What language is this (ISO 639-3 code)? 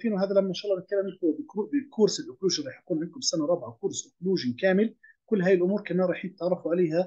ajp